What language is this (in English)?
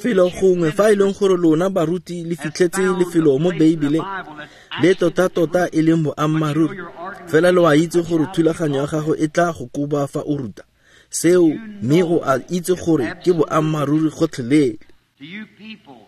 Tswana